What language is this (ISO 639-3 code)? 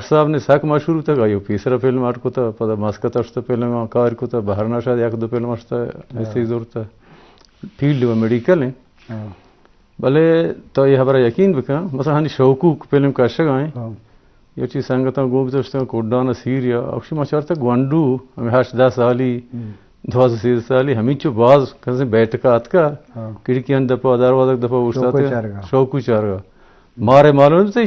bgp